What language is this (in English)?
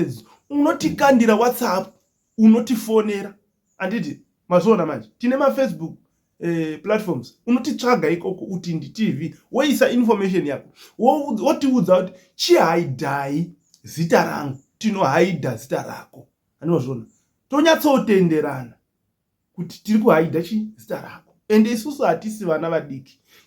Shona